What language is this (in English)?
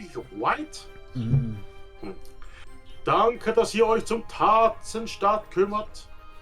Swiss German